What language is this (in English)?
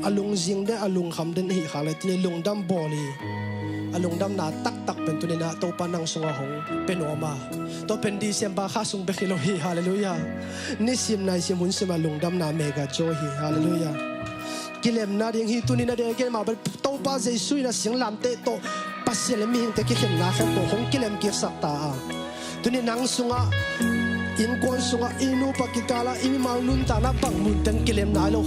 Tedim Chin